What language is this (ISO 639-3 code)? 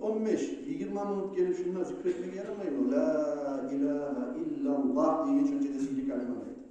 kum